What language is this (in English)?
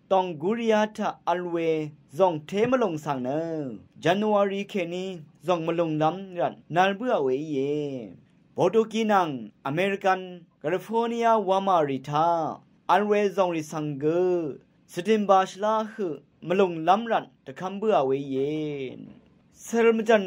Rawang